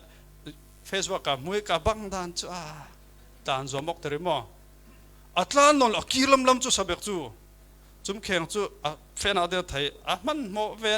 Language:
Falam Chin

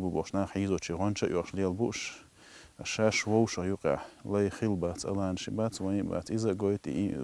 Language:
Chechen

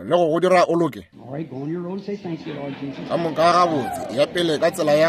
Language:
Northern Sotho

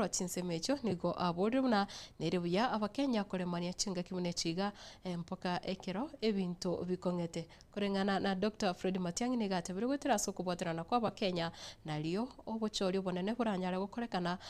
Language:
Gusii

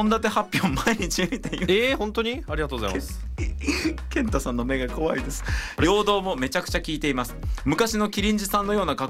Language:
Japanese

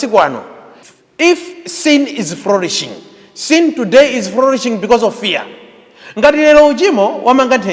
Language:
Nyanja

